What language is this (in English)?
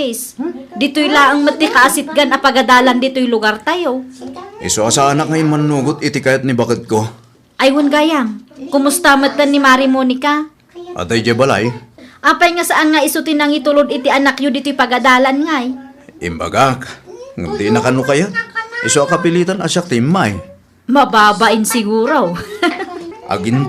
Iloko